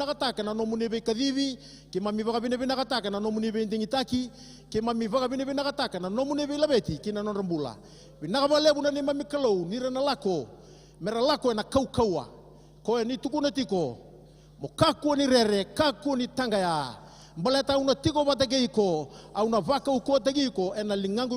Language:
Fijian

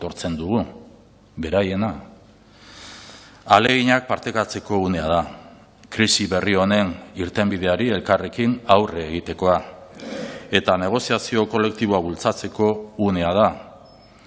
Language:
Basque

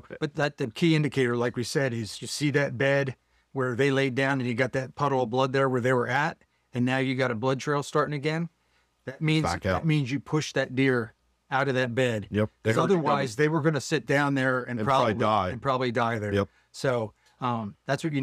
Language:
English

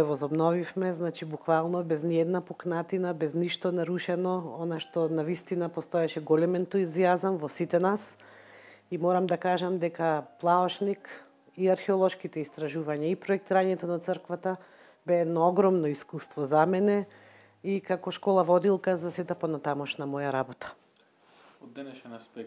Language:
Macedonian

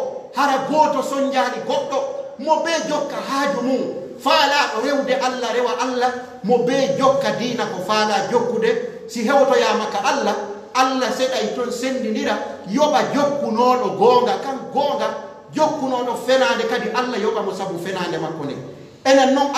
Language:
Pular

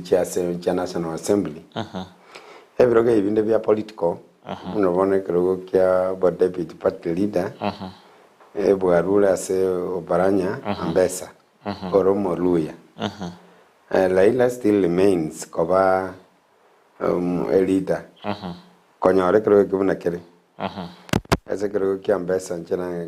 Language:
Gusii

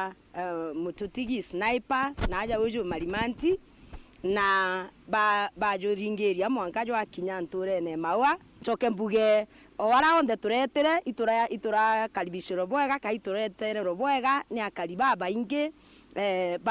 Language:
Meru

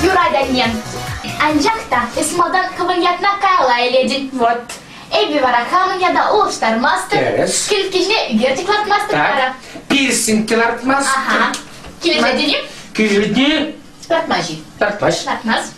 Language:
Chuvash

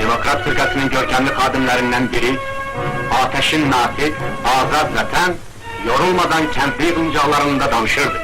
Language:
South Azerbaijani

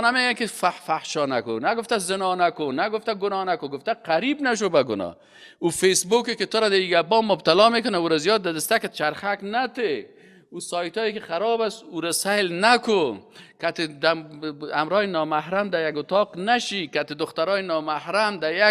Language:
Persian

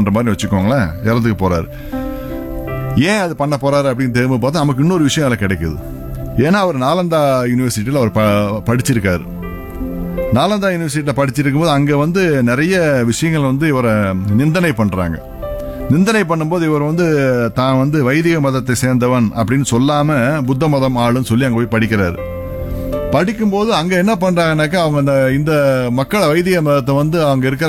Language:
Tamil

